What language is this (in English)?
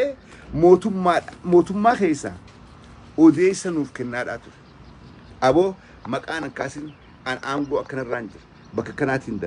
Oromo